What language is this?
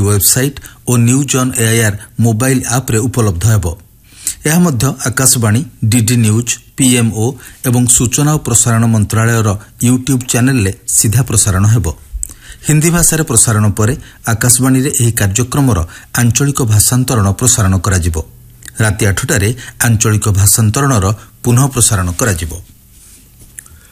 Odia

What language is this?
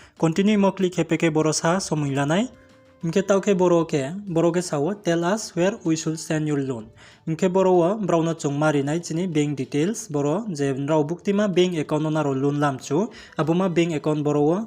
Riang (India)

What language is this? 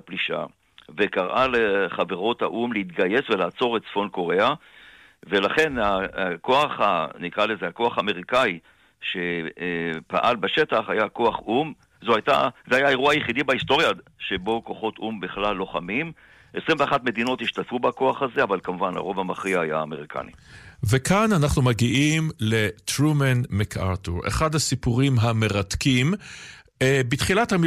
Hebrew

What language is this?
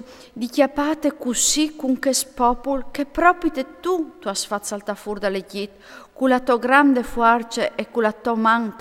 Friulian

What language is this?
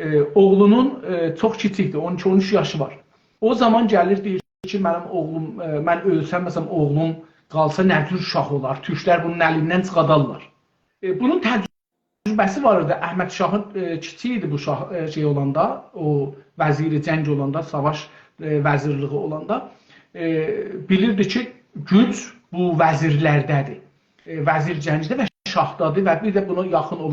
South Azerbaijani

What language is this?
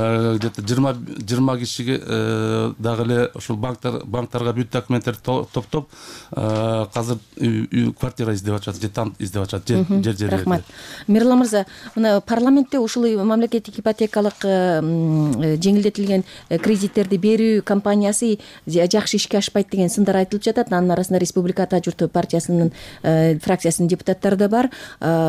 Kyrgyz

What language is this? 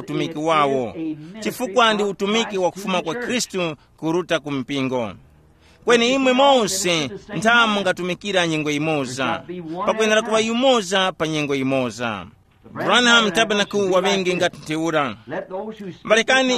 Tumbuka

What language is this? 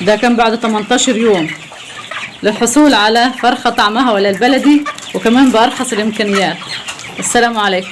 Egyptian Arabic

